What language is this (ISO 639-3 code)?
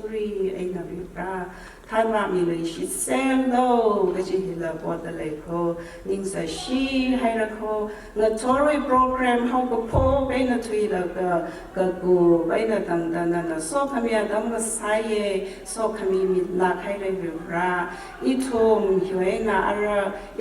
nmf